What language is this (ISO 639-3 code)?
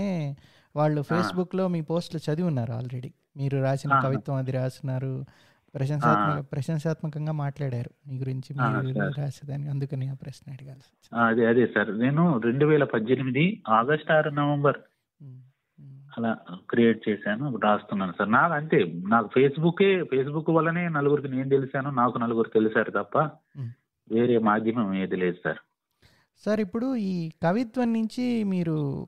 tel